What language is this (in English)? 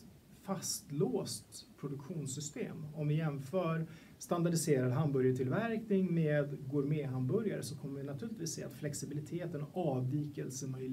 Swedish